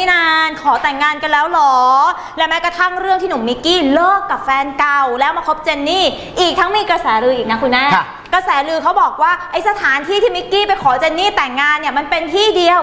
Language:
Thai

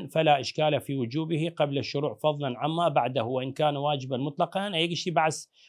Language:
Southern Kurdish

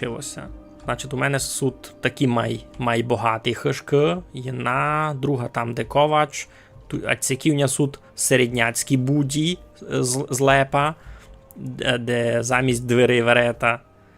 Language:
Rusyn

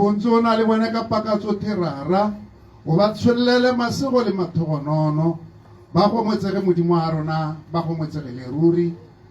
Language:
Tswana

